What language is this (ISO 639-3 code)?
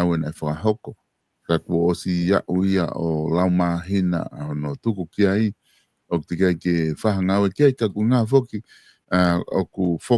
ton